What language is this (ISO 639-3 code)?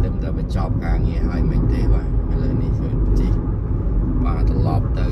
khm